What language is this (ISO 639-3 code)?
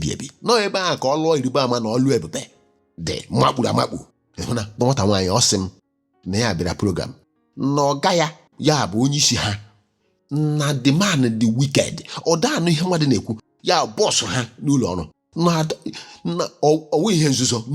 ibo